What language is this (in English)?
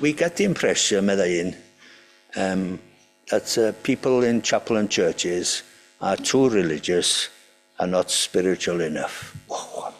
Welsh